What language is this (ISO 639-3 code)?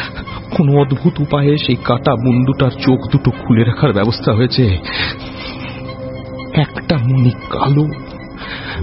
ben